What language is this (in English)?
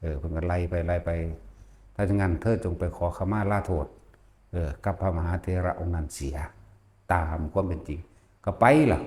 Northeastern Thai